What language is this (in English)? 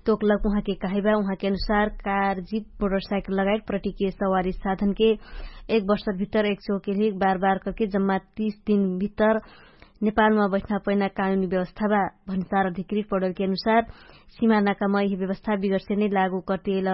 Dangaura Tharu